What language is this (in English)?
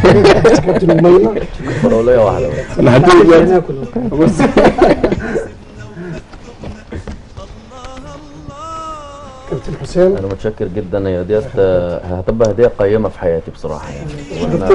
Egyptian Arabic